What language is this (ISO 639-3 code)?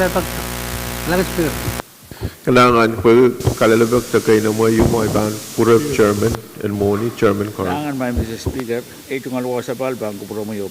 pon